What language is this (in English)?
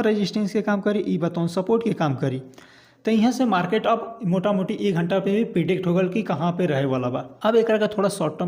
Bhojpuri